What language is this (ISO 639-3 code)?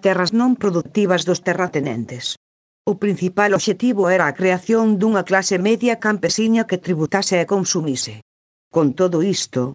glg